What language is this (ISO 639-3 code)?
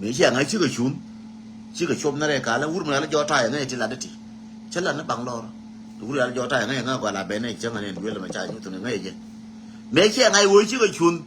nus